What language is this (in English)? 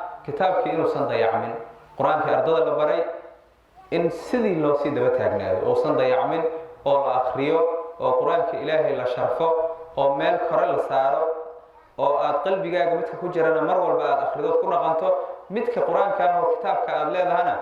Somali